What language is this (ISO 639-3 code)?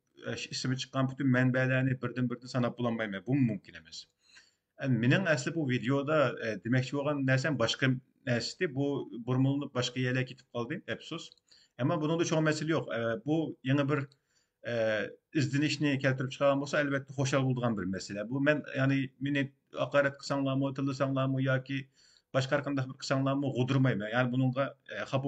uig